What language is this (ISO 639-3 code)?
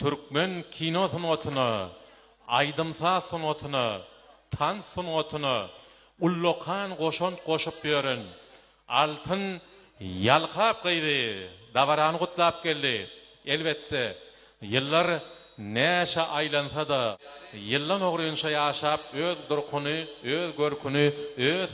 tuk